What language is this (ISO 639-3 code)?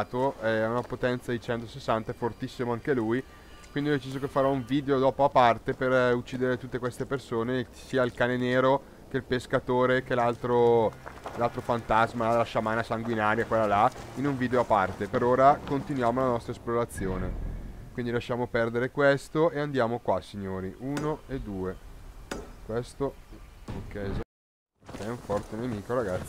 ita